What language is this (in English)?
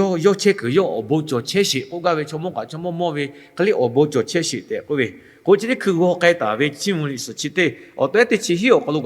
Lahu